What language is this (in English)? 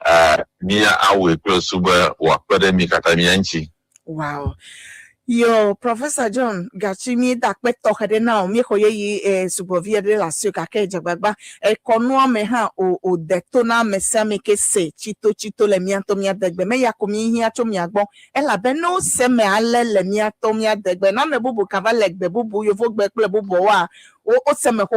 Ewe